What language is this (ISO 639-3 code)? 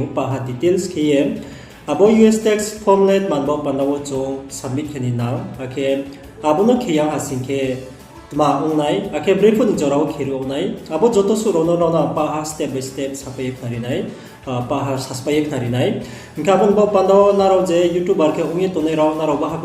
ria